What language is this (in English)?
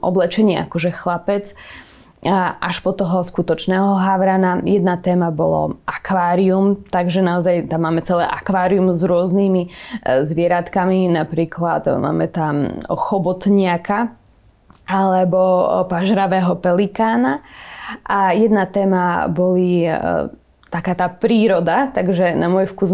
Slovak